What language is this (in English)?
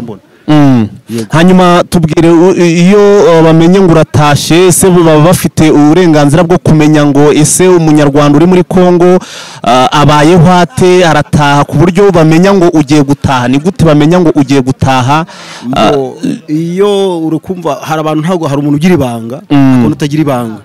Kinyarwanda